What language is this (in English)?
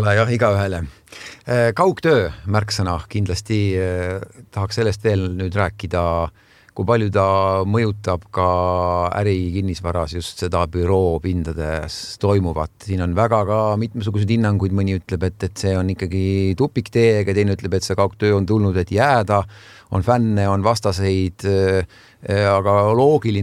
Estonian